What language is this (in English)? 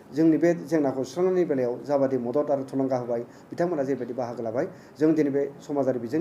Bodo